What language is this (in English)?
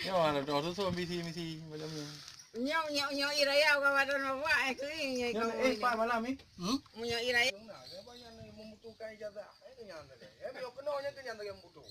Achinese